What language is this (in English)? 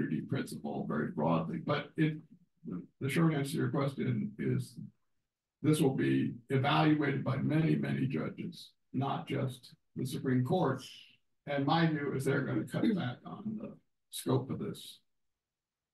English